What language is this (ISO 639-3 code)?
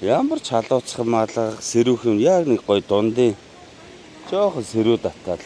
mon